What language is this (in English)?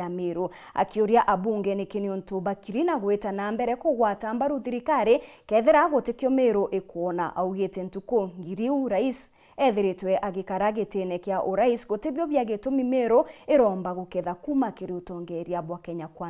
Meru